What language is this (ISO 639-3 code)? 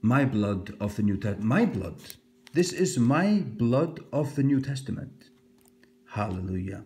fao